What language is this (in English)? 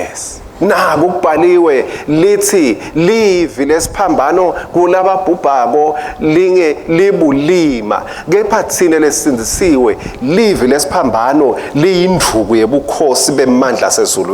Swati